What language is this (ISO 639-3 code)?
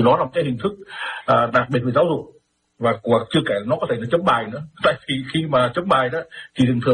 vie